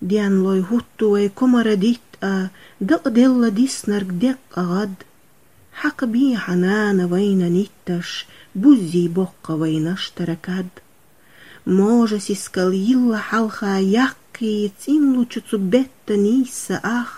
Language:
Chechen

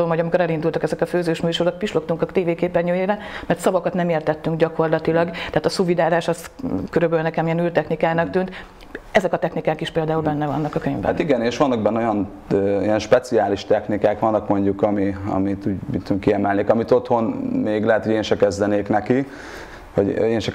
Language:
Hungarian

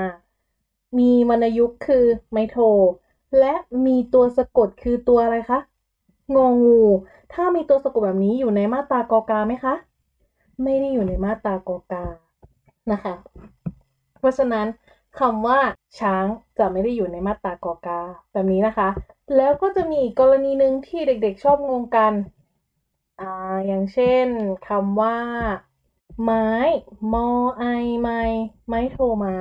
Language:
Thai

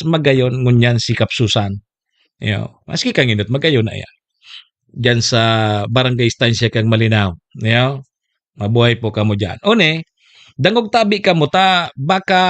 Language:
Bikol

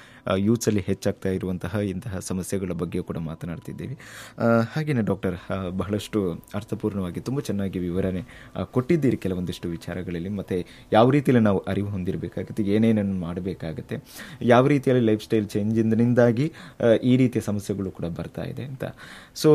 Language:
Kannada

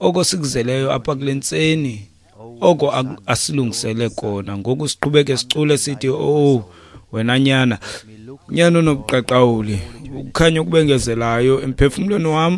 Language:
Xhosa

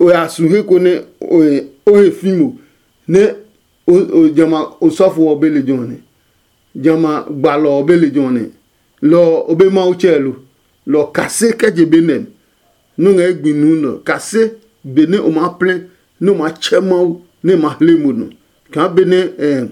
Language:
Adangme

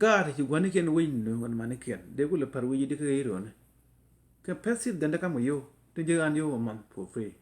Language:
Nuer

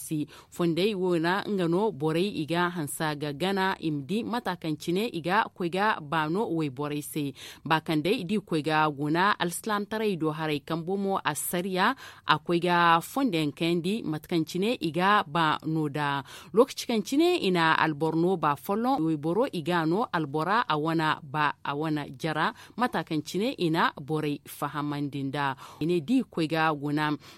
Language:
Zarma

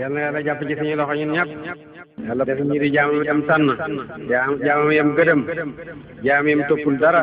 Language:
Wolof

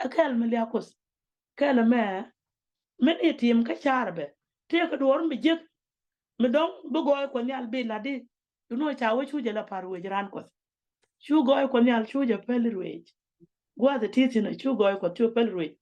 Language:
Nuer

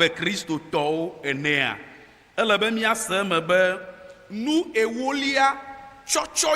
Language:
Ewe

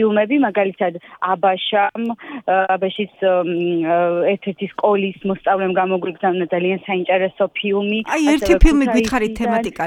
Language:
Georgian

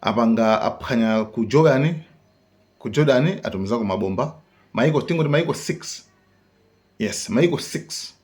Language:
Nyanja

